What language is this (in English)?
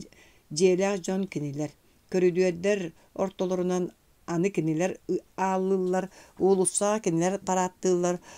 Yakut